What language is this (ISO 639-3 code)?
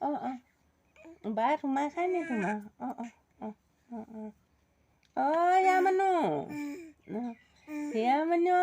asm